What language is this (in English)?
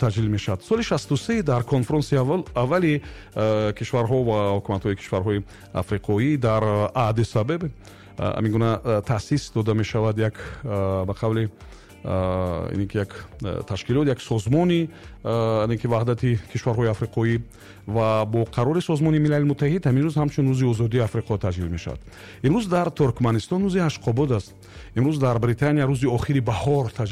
Tajik